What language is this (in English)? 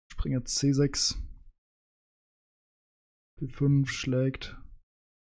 German